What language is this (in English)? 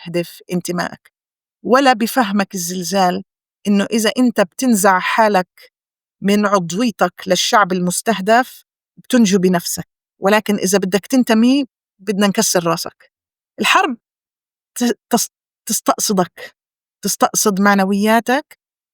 North Levantine Arabic